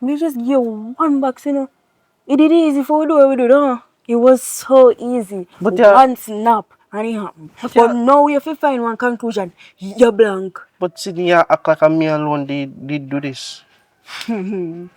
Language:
Jamaican Creole English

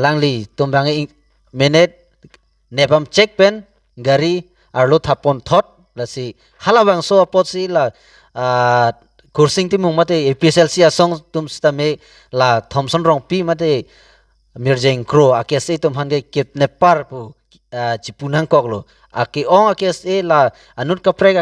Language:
Karbi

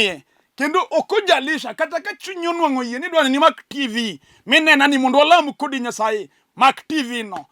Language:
Luo (Kenya and Tanzania)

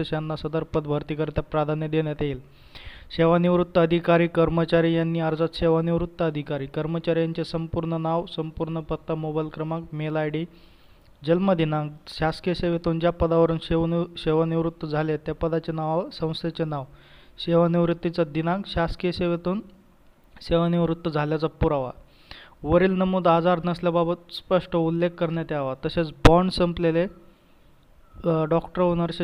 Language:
Marathi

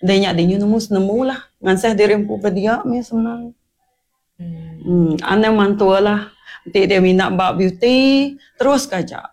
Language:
Iban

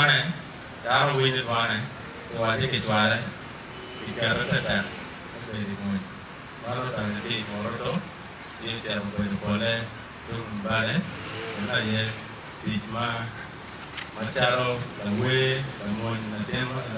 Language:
Acoli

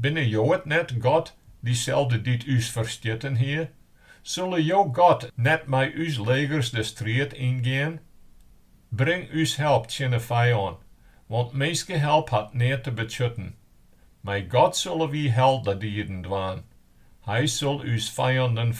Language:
Western Frisian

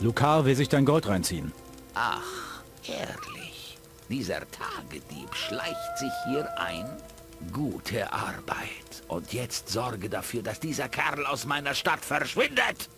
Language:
Bavarian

